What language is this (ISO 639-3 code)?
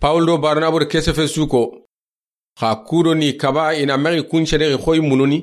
snk